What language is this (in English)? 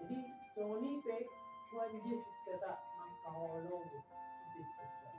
Batak Toba